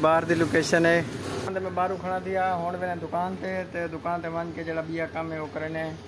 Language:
Saraiki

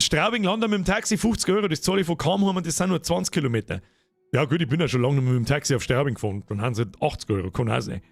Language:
Bavarian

